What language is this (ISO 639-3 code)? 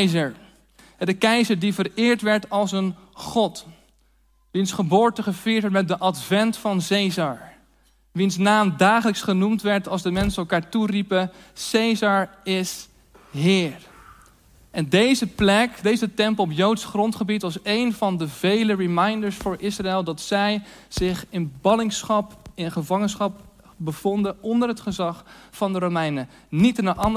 nld